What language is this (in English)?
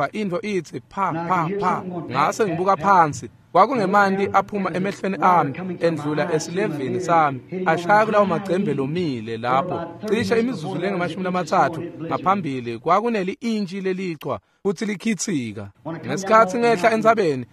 Swati